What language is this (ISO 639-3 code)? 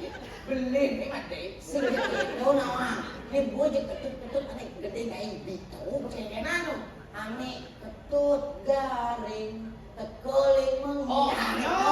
ban